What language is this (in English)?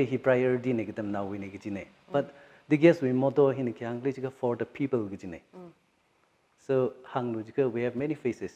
Tangkhul Naga (India)